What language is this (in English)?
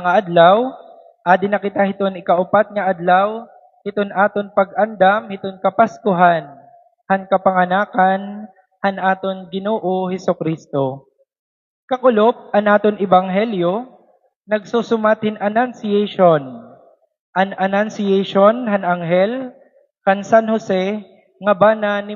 Waray